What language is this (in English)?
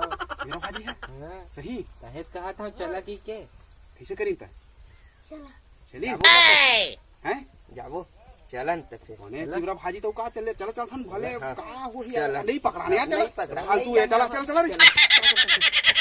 Chhattisgarhi